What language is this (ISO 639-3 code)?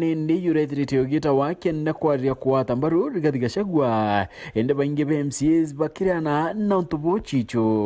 mer